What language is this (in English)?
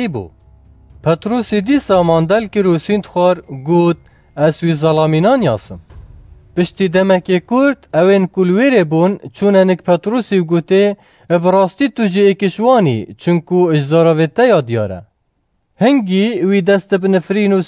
Kurdish